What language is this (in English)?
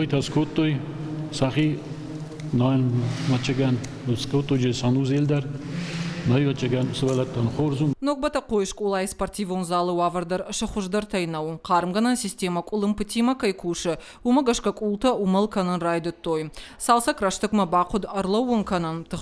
Ossetic